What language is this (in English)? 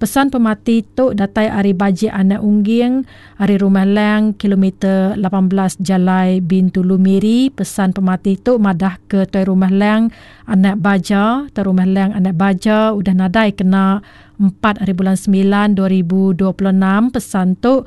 Iban